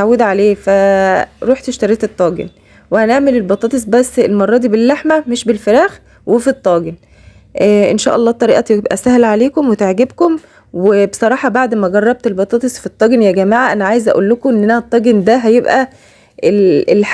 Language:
Egyptian Arabic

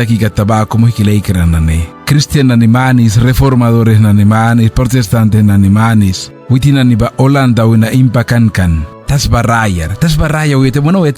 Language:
Mískito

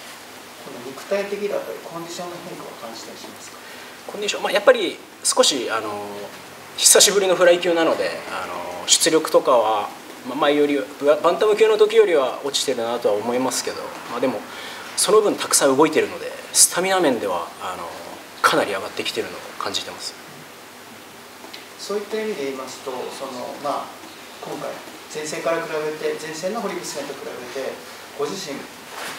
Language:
Japanese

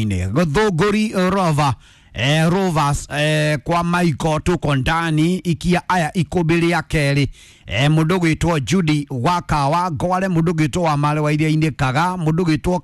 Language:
Kikuyu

